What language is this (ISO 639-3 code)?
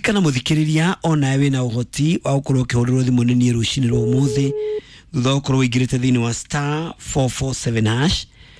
kik